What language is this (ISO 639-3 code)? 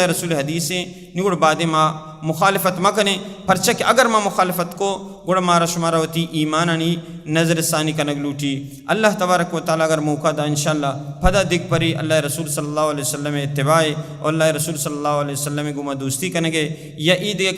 bal